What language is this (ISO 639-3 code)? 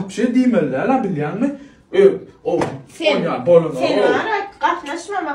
tuk